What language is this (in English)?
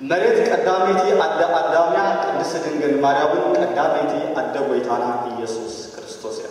Tigrinya